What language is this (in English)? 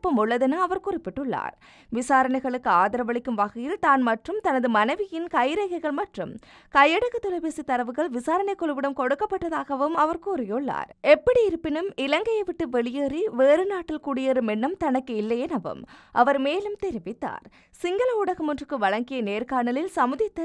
Tamil